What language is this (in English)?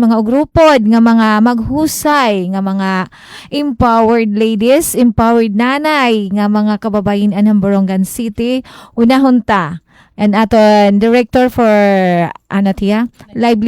Waray